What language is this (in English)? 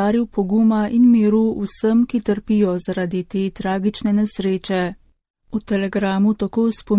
Slovenian